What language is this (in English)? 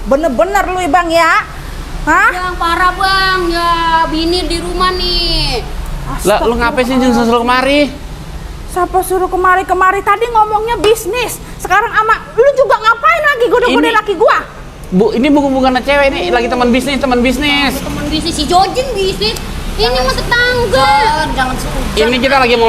Betawi